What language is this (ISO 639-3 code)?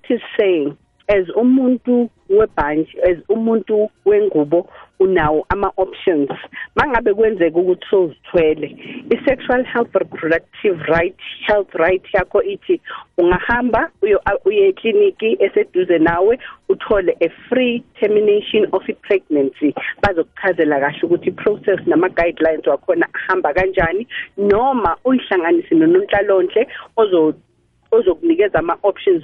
nbl